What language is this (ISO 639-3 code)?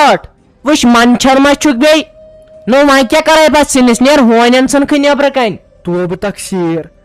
kas